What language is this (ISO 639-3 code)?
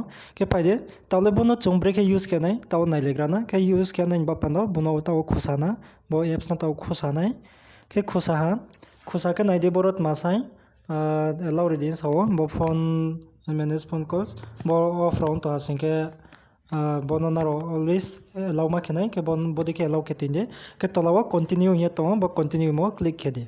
ria